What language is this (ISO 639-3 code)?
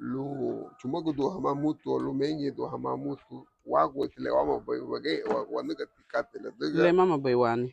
cab